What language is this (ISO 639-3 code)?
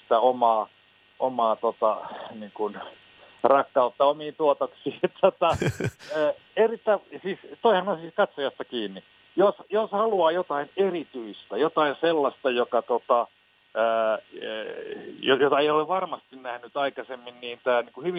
fin